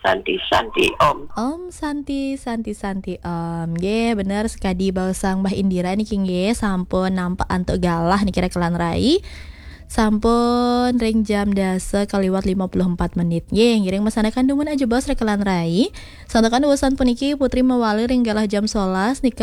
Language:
Balinese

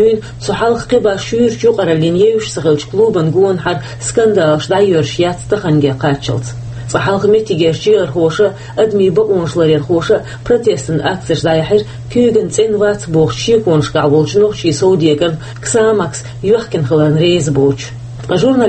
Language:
Chechen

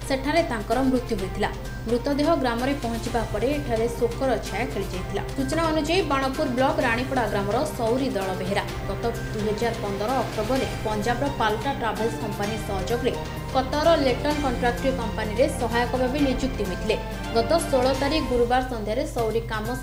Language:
Odia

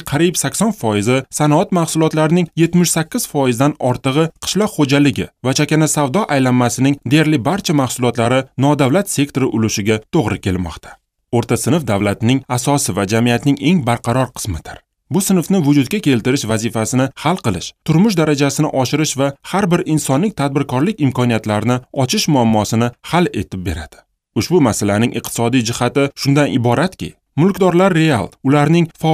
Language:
Uzbek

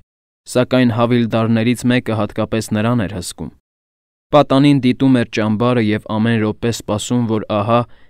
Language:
Armenian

